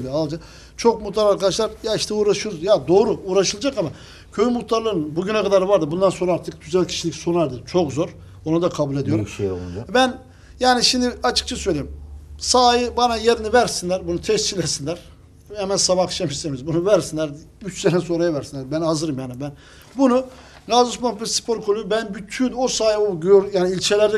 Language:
Turkish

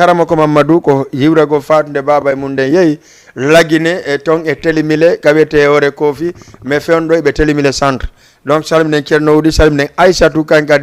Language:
Fula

